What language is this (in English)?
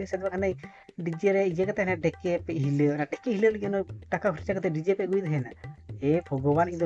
Santali